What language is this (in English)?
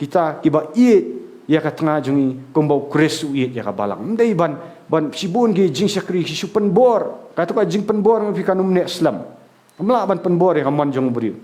Khasi